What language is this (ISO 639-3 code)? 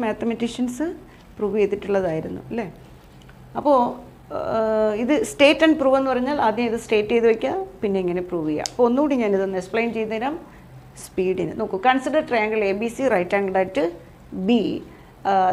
mal